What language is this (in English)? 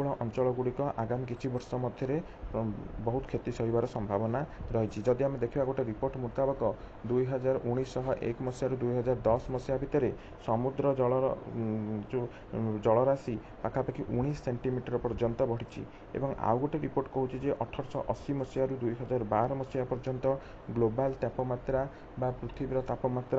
Odia